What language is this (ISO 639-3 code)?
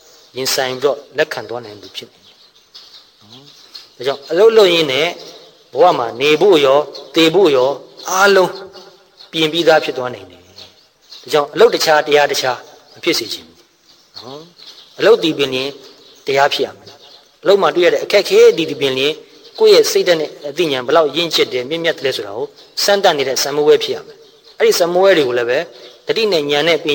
mya